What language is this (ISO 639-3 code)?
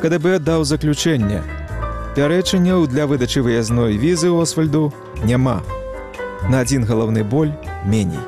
bel